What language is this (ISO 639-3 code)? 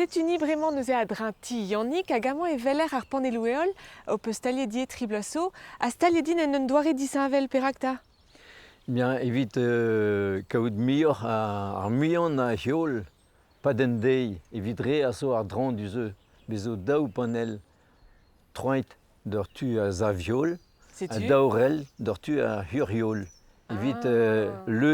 bre